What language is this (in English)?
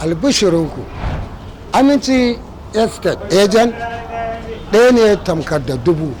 Hausa